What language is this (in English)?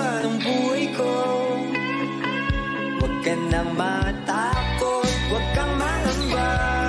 Filipino